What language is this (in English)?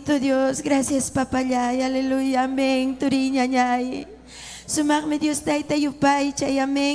Ayacucho Quechua